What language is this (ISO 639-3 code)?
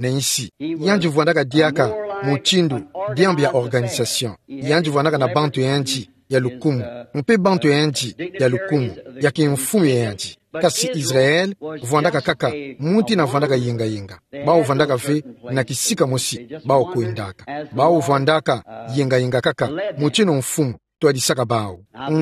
ktu